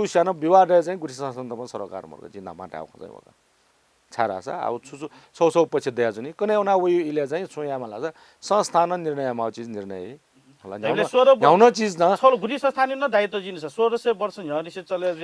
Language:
Newari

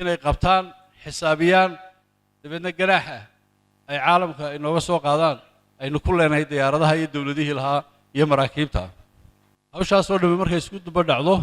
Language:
Somali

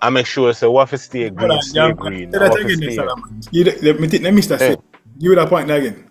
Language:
Jamaican Creole English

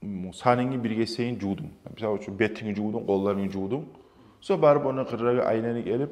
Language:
Kumyk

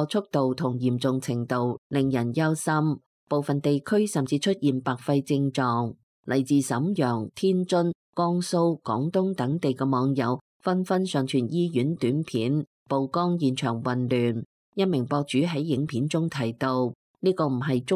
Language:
Cantonese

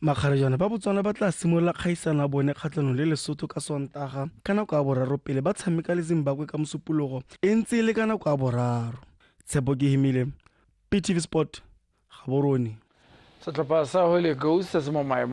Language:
Tswana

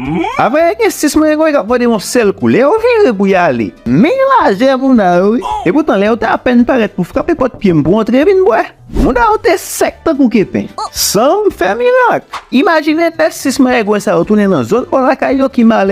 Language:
Haitian Creole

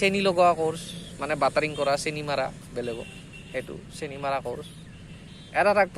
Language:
Assamese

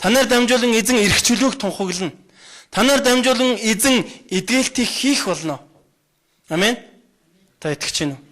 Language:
Mongolian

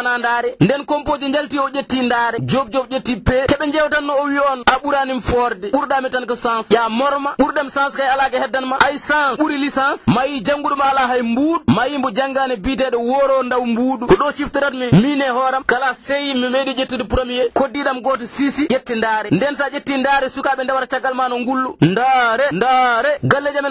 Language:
Fula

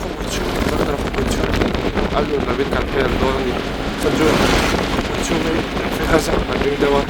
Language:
Mizo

